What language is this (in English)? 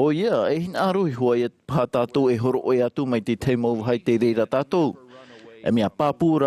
Tahitian